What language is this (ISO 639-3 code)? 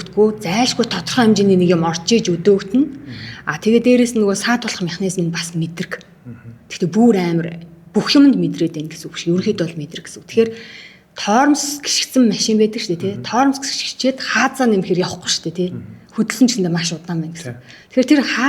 mon